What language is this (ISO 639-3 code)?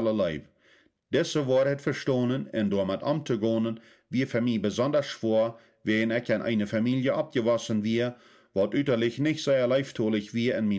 pdt